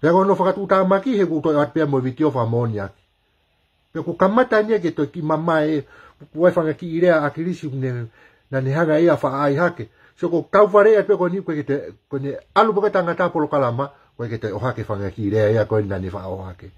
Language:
Tongan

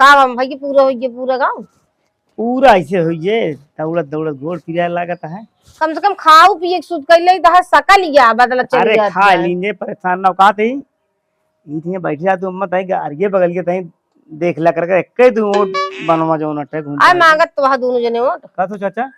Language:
Awadhi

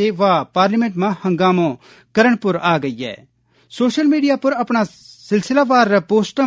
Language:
Gujari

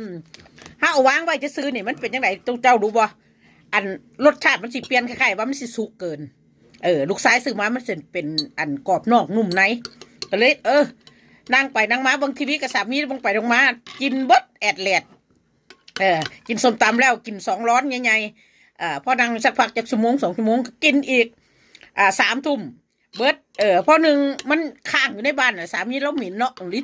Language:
Northeastern Thai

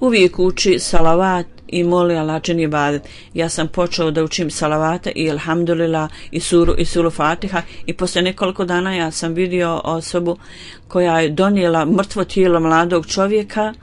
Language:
Bosnian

